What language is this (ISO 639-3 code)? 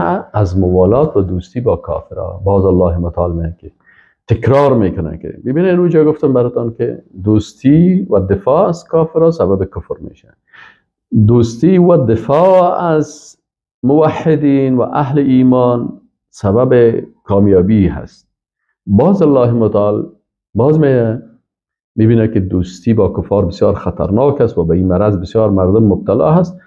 fas